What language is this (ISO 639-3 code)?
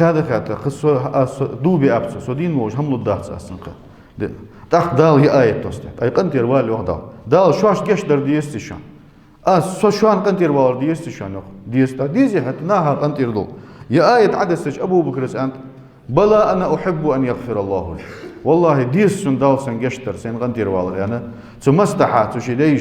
inh